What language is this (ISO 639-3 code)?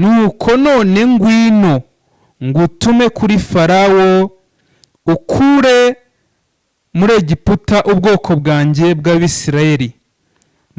kin